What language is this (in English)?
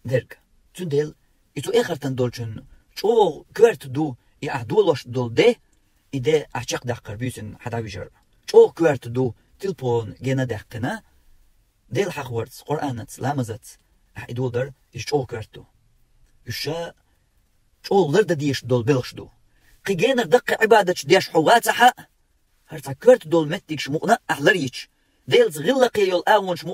Chechen